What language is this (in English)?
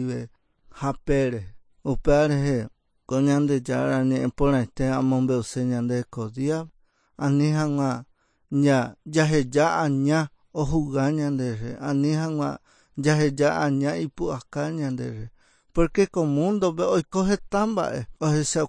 Guarani